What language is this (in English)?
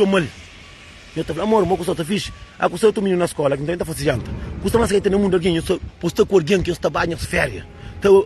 Kabuverdianu